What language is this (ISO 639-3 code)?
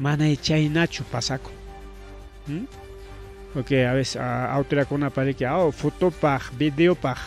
quy